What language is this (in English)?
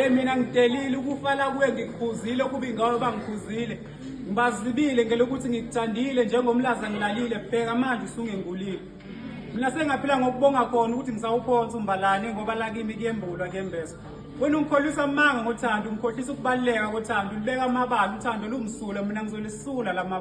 Zulu